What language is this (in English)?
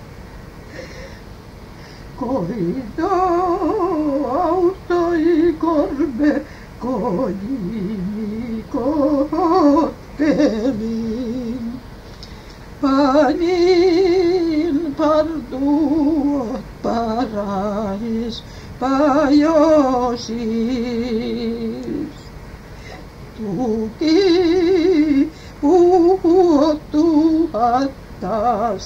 Finnish